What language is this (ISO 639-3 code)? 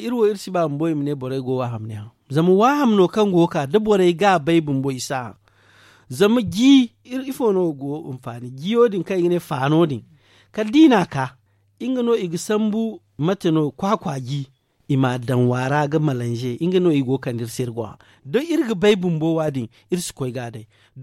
dje